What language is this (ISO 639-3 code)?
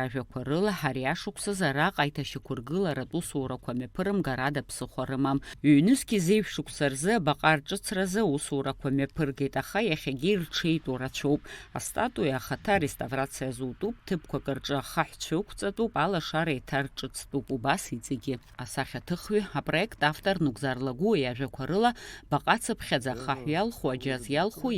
abk